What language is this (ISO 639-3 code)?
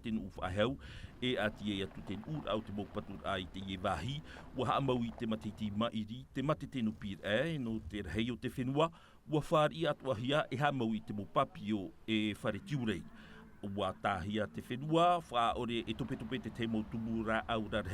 tah